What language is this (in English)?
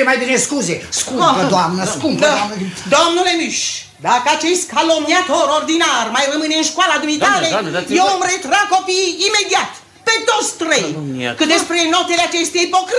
Romanian